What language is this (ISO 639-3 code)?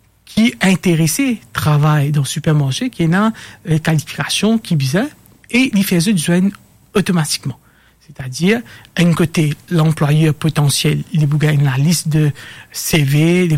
mfe